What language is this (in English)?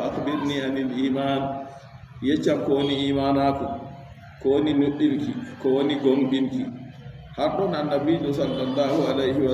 Fula